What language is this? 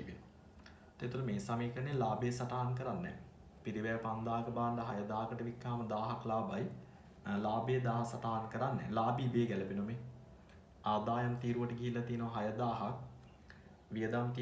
Sinhala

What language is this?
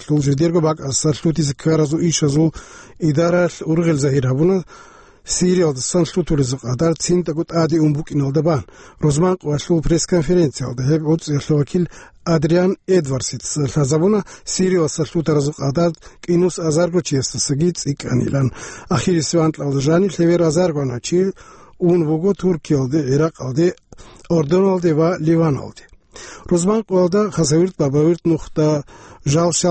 Avaric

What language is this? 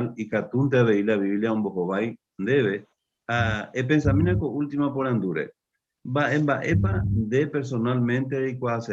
Guarani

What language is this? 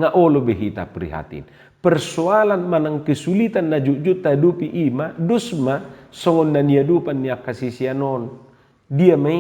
Batak Toba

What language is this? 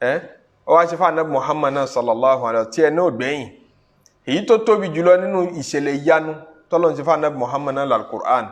Yoruba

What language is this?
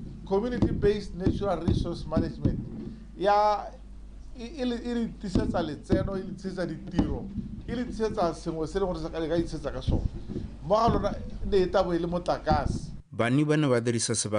Tswana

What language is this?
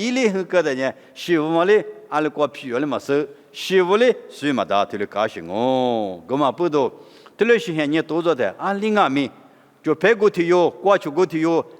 Lisu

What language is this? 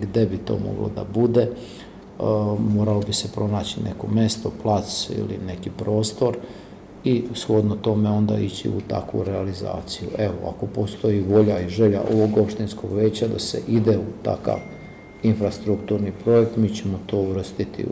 Serbian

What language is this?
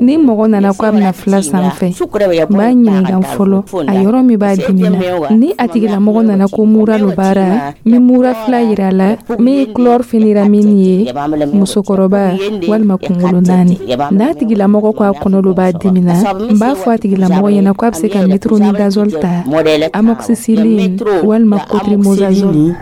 Dyula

